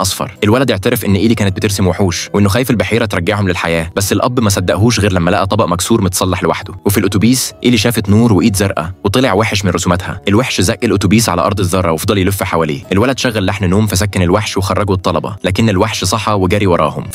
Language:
Egyptian Arabic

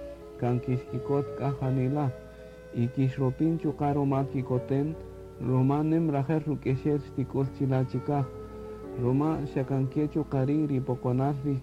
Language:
Kaqchikel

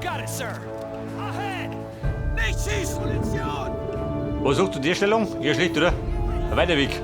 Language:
Bavarian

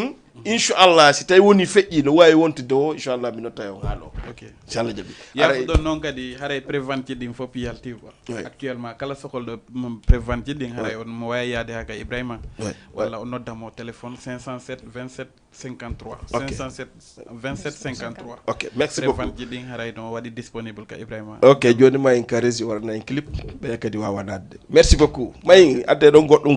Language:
Fula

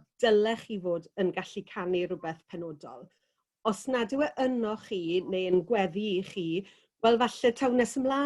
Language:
Welsh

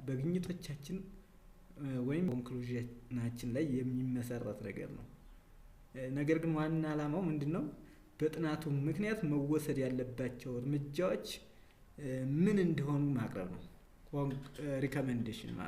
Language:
Amharic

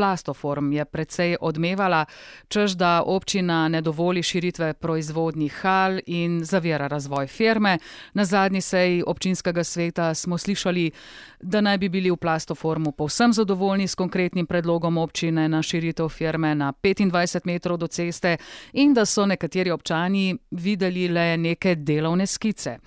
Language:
Slovenian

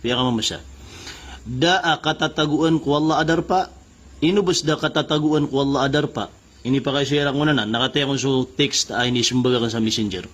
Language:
Maranao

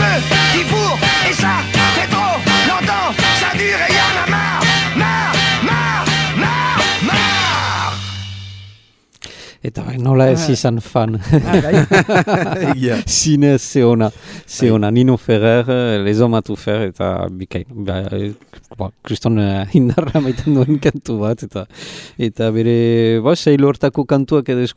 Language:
Basque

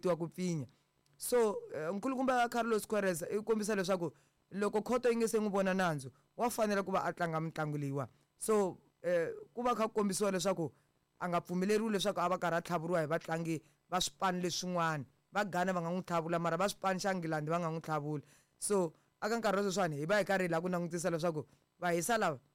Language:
Tsonga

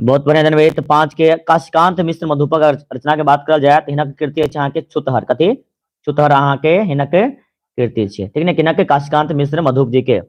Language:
Maithili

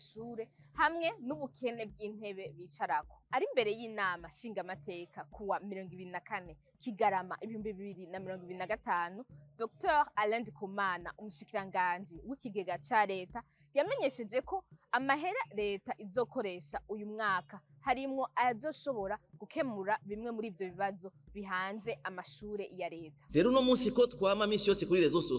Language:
Rundi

